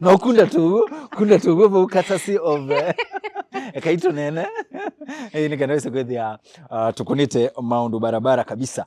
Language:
Kamba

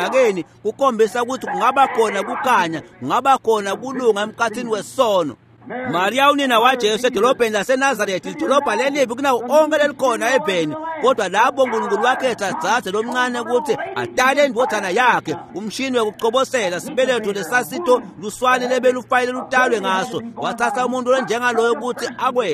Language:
Swati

